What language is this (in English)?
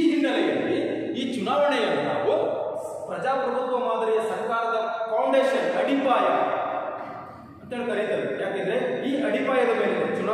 Kannada